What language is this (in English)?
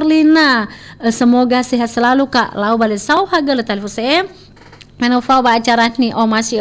Nias